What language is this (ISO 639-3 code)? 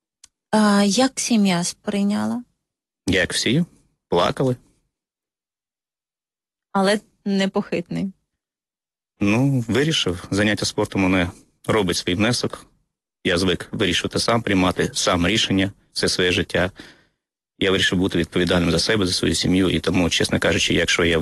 ukr